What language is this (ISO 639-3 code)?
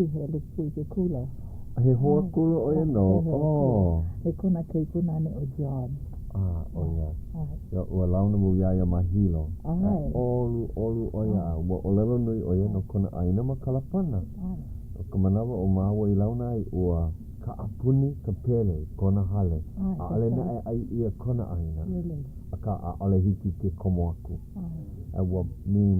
haw